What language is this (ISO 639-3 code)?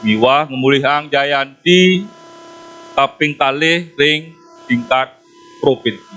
ban